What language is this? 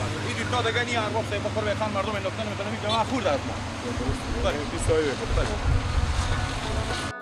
Persian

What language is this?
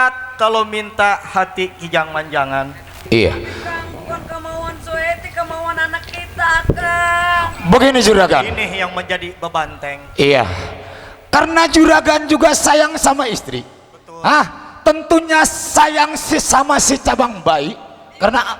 Betawi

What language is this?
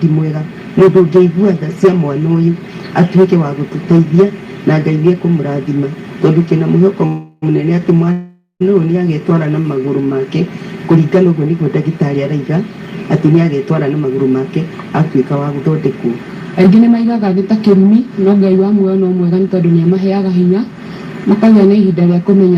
Kikuyu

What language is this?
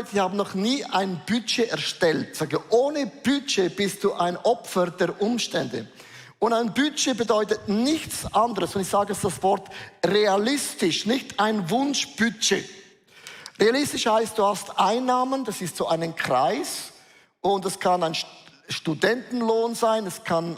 Swiss German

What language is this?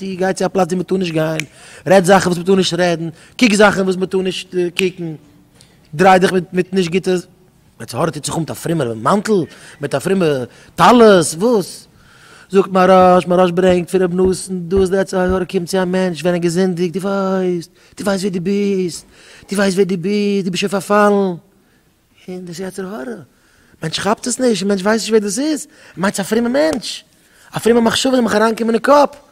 Yiddish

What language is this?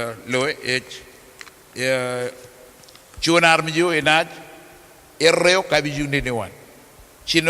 Marshallese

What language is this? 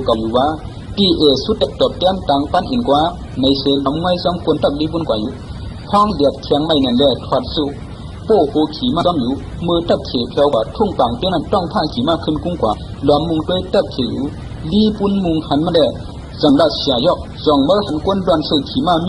Shan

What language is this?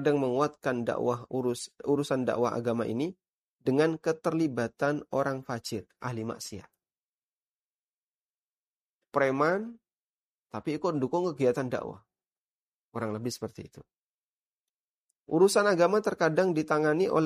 Indonesian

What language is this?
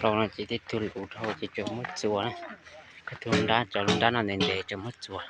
Hmong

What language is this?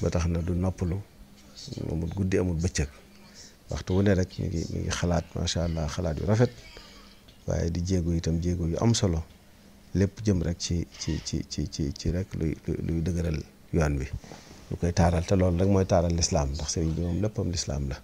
Wolof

